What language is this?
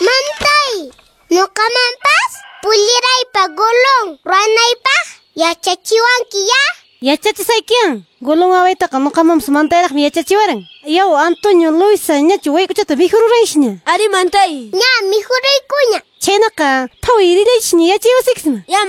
Quechua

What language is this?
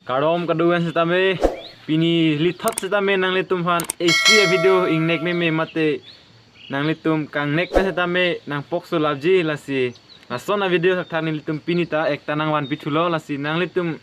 Karbi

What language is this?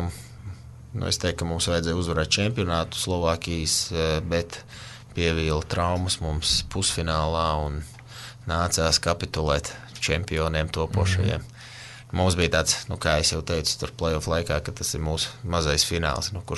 Latvian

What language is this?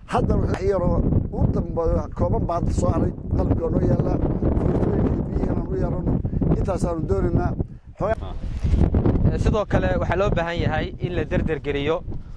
Somali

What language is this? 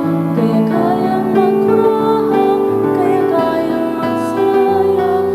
Bikol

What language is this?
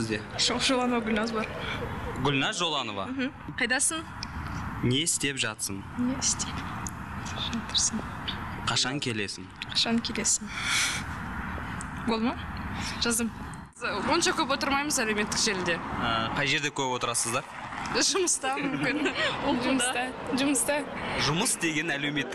Kazakh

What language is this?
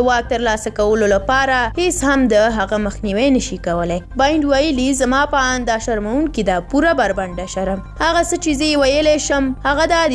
Pashto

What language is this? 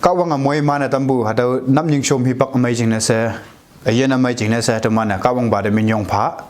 Konyak Naga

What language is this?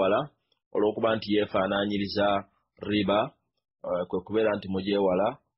Ganda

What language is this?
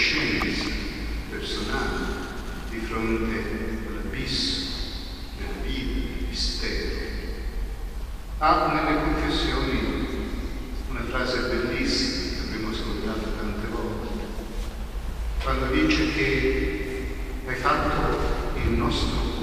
Italian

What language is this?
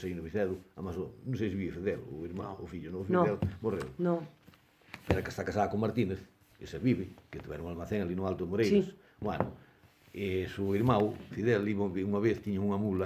Galician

